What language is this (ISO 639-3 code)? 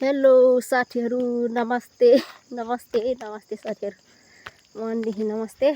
nep